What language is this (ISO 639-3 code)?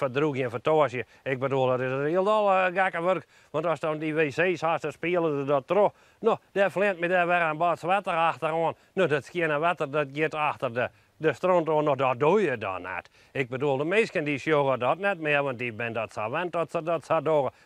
fry